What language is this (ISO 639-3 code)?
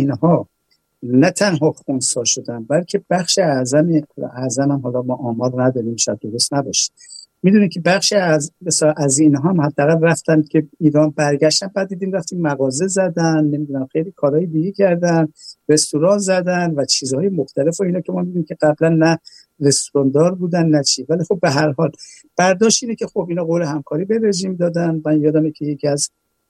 fas